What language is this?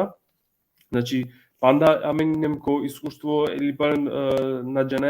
Balkan Romani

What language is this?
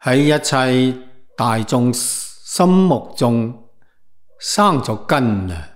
Cantonese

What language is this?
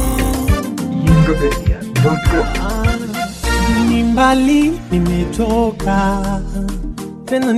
Swahili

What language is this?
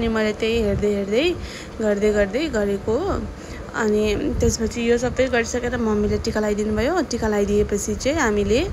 Nepali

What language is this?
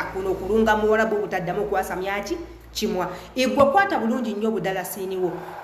Ganda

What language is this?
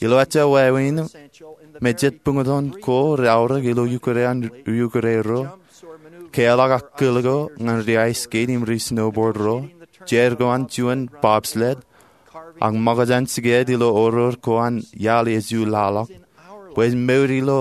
Marshallese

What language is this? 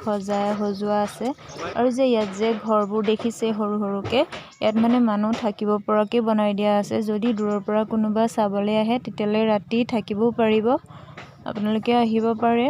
Assamese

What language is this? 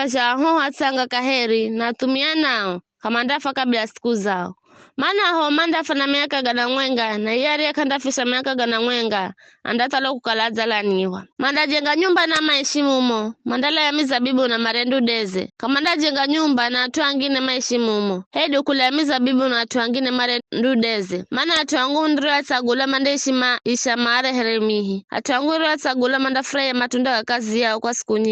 Giryama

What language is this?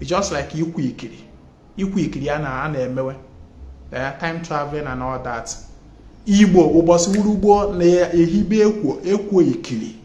Igbo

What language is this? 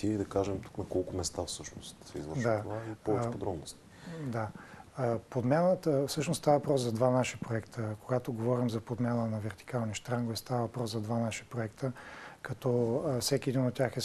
Bulgarian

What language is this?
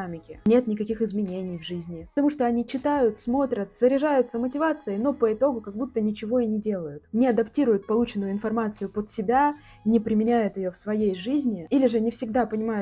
Russian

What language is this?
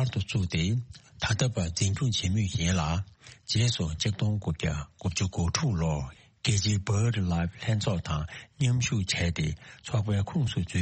Tibetan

